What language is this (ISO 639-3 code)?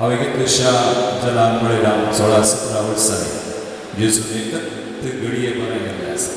kok